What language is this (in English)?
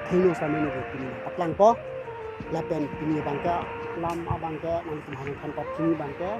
Karbi